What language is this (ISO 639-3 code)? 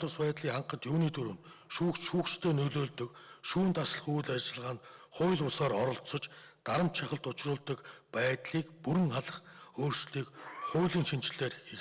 mon